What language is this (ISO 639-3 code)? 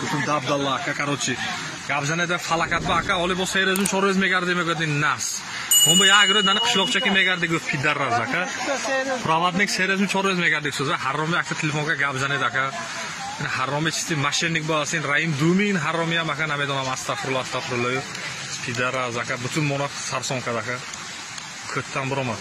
tgk